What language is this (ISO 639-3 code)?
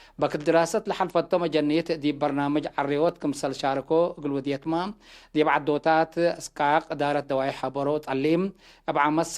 tig